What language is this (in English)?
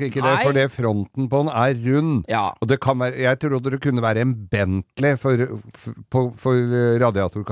Norwegian